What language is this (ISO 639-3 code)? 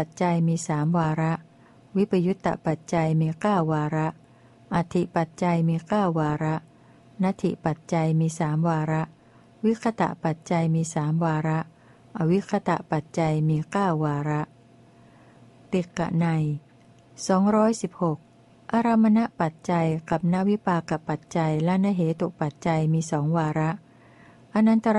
tha